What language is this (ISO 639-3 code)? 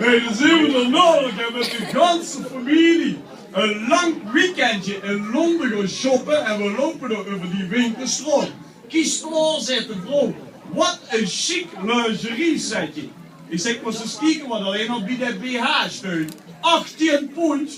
lim